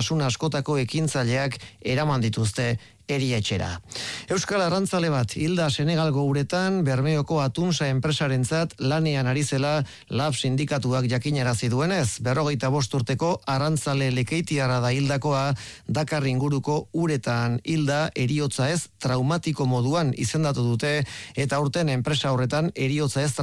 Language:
Basque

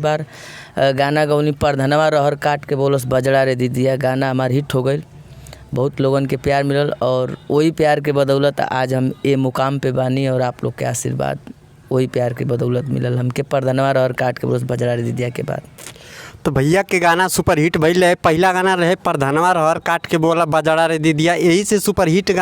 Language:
Bhojpuri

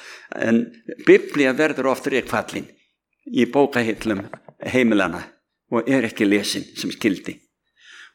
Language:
Icelandic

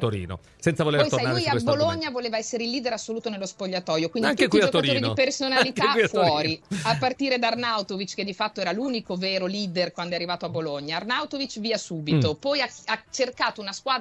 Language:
Italian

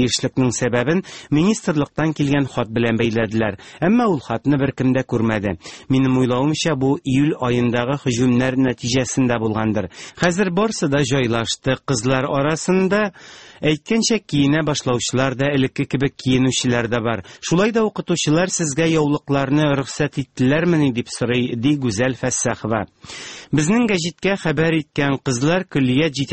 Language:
Tatar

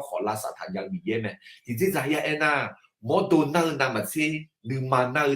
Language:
Akha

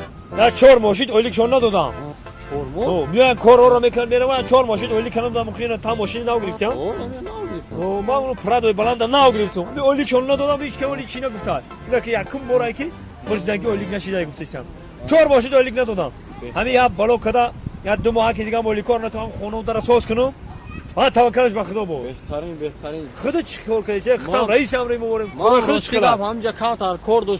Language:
Tajik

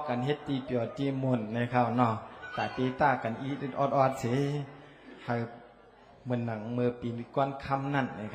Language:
Shan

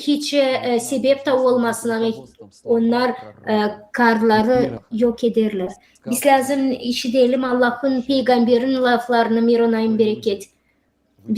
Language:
Gagauz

